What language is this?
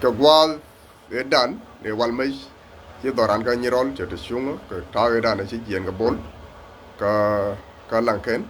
Nuer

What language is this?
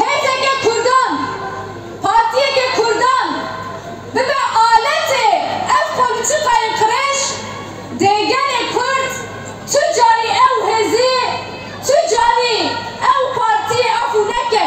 Kurdish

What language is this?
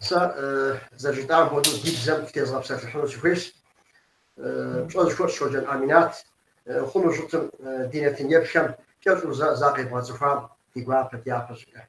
Kabardian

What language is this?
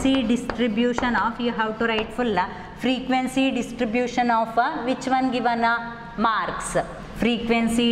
Kannada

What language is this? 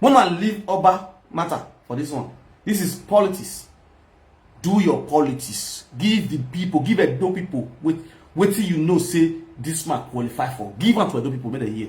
Nigerian Pidgin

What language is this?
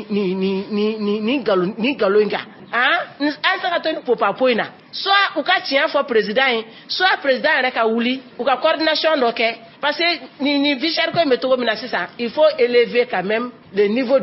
Bambara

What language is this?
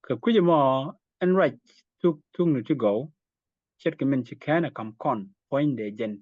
Nuer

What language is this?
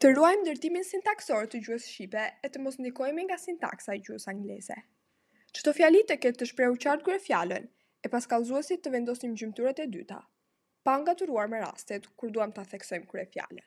Albanian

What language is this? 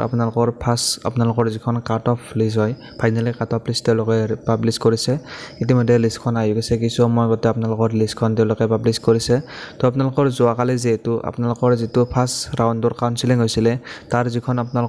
Assamese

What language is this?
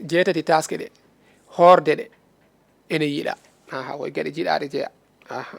Fula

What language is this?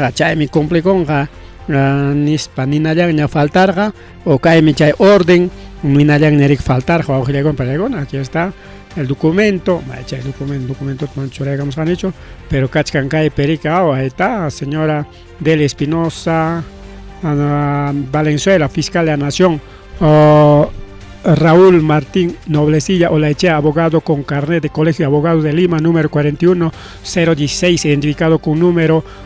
Ayacucho Quechua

